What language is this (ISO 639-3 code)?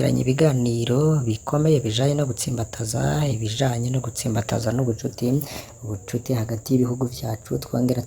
run